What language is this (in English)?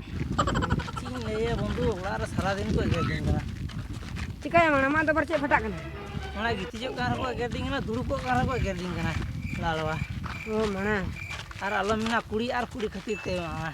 Santali